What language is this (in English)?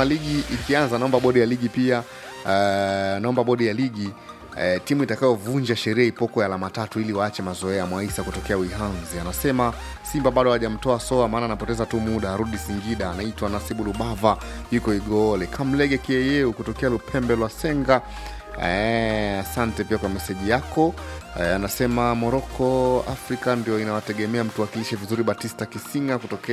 Swahili